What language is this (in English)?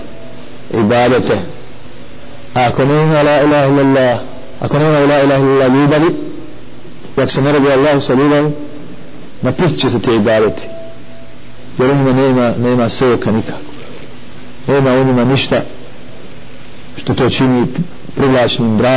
Bosnian